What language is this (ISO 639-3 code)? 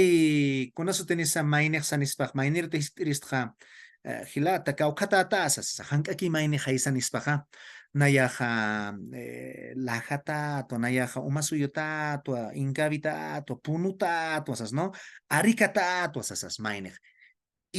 aym